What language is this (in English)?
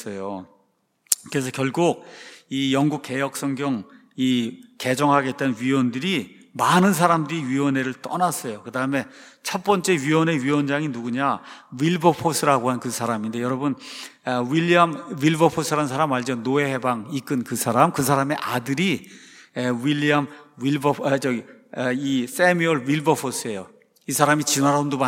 Korean